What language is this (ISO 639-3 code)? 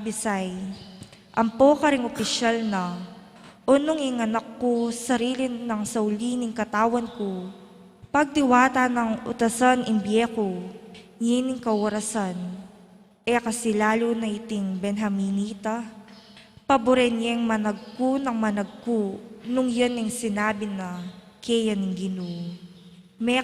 pam